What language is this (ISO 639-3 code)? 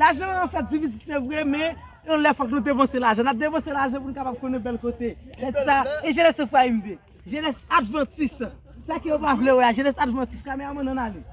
hat